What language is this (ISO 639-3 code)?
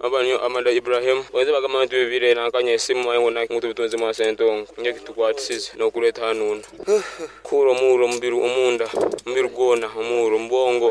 nyn